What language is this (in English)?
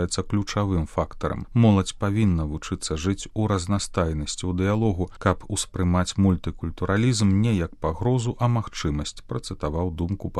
Belarusian